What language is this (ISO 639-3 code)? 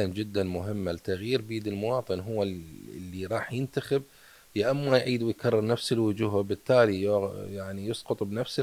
acm